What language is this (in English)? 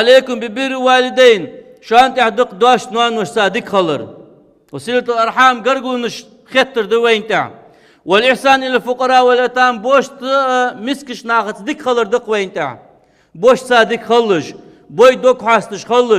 Ingush